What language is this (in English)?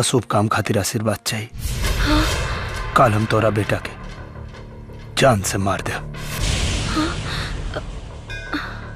Bhojpuri